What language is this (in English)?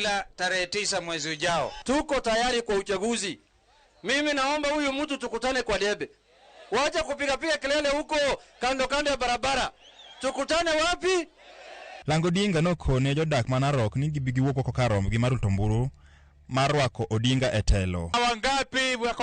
Luo (Kenya and Tanzania)